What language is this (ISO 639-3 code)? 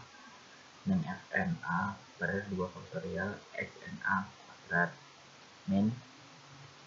ind